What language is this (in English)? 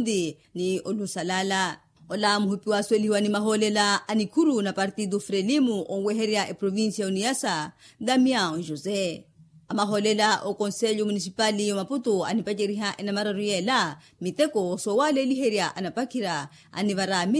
Makhuwa